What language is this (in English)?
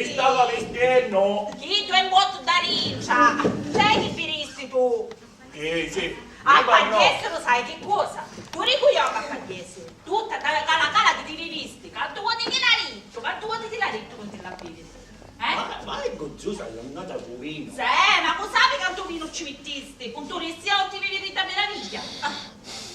Sicilian